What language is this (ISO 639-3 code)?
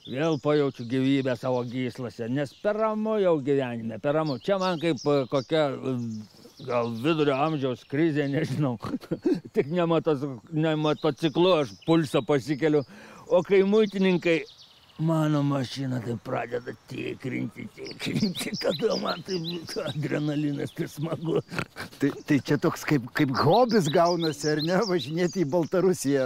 lit